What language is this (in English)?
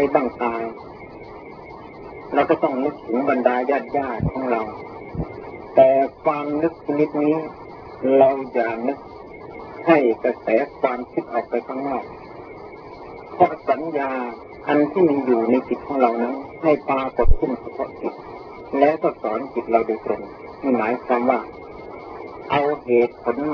Thai